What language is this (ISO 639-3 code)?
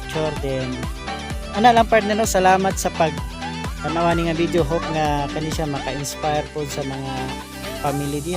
ceb